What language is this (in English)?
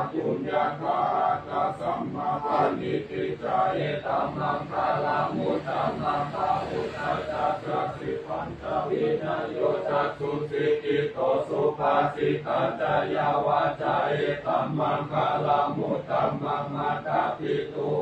Pali